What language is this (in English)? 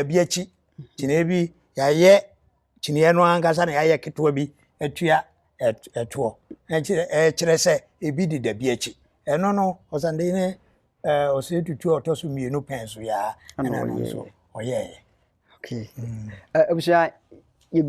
Akan